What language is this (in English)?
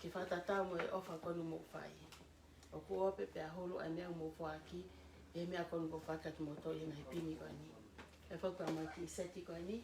Tongan